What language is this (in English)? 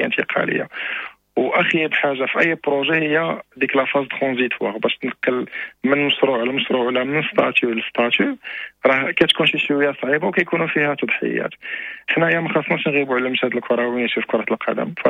Moroccan Arabic